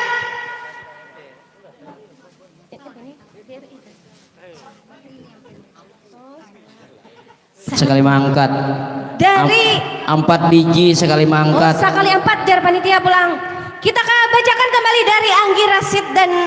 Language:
Banjar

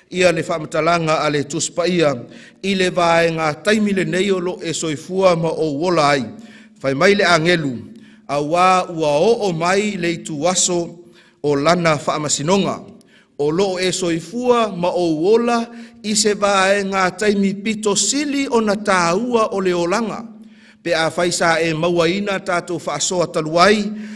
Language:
Samoan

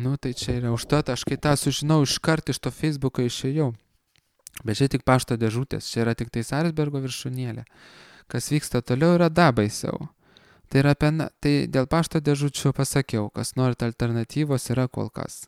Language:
Lithuanian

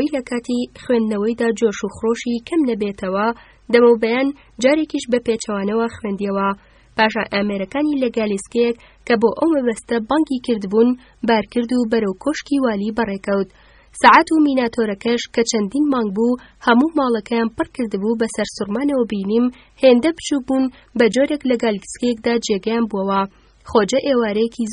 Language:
Central Kurdish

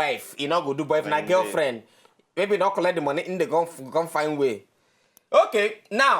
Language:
Nigerian Pidgin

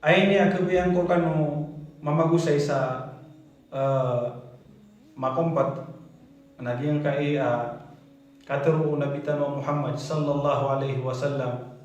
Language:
Maranao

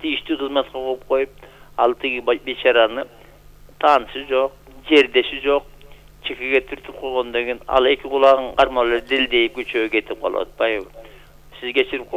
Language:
Kyrgyz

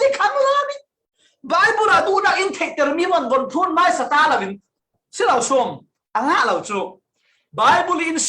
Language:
Falam Chin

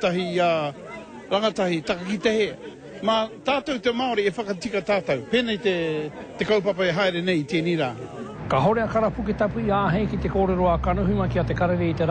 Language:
Māori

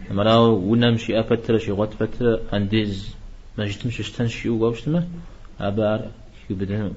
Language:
Kabardian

